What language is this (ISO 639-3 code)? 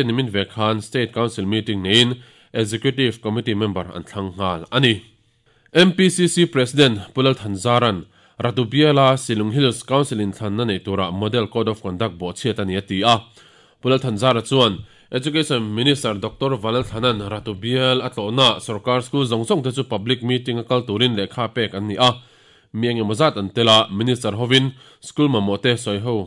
lus